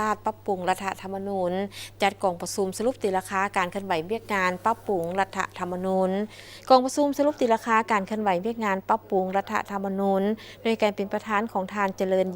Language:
Lao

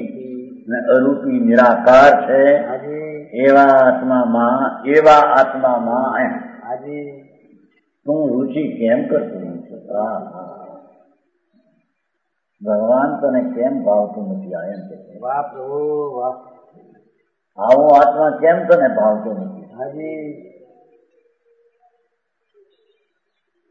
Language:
Gujarati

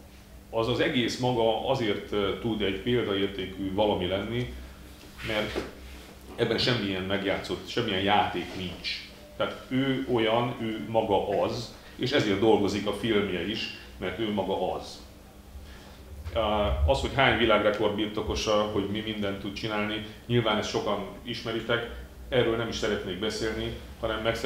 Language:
Hungarian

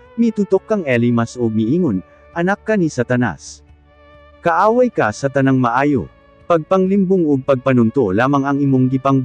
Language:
Cebuano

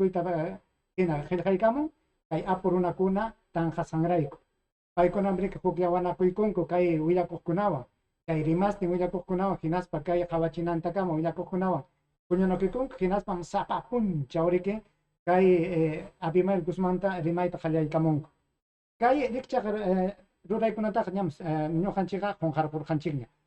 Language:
Ayacucho Quechua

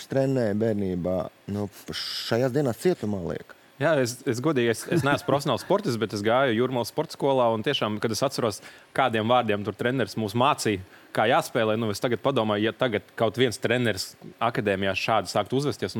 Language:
Latvian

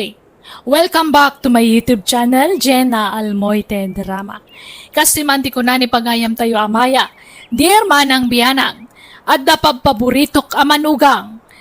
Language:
Iloko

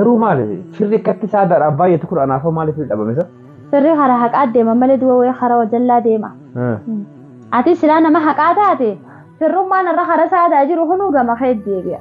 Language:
Oromo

